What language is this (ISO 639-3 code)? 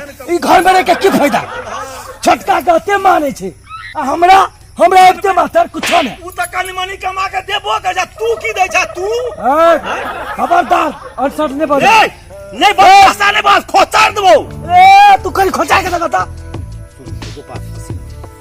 mai